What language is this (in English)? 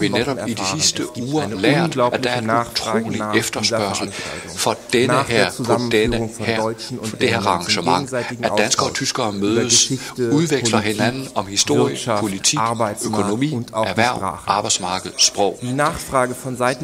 Danish